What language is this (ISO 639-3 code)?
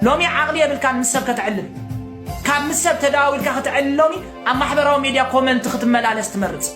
tir